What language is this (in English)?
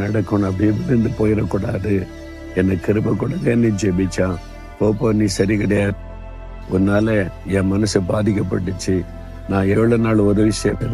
Tamil